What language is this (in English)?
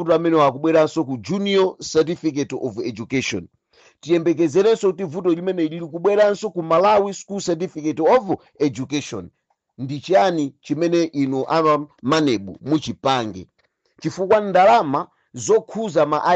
Nyanja